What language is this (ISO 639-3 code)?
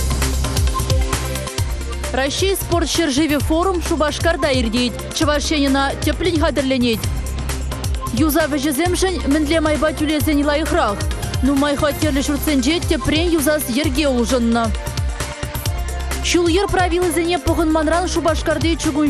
chv